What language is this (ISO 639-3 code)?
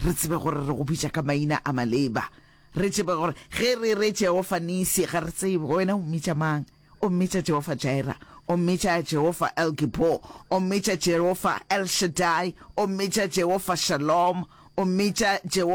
nso